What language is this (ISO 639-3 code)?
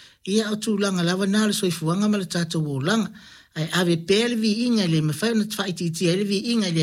smo